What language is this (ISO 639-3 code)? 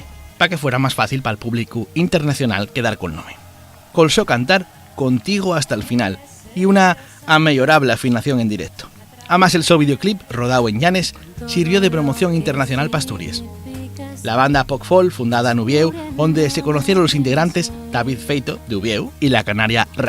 ast